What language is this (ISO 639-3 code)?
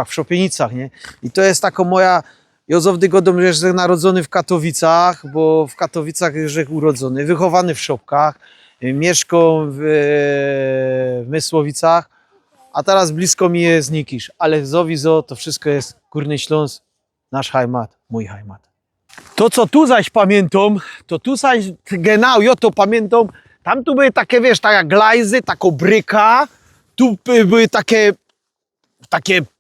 szl